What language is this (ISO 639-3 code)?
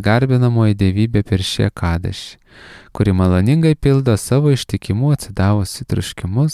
lit